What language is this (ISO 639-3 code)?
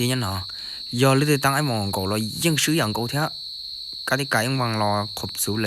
hmn